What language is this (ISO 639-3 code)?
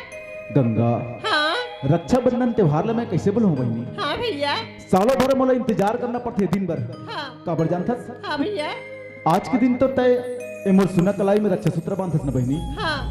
hne